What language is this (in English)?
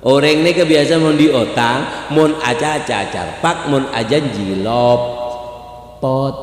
Madurese